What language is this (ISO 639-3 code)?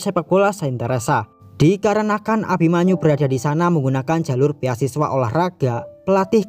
ind